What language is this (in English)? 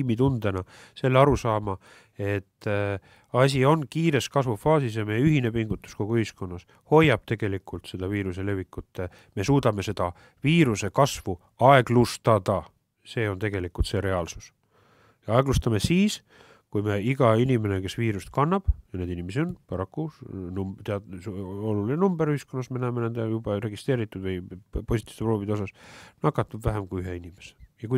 Estonian